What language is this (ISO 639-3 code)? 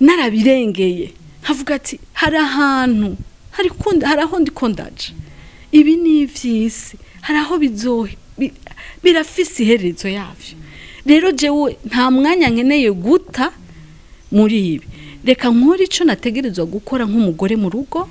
run